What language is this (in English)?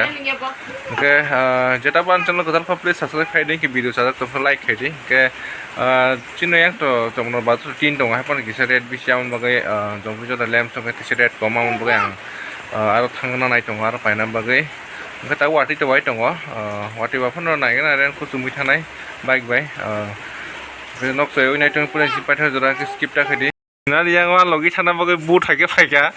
Kok Borok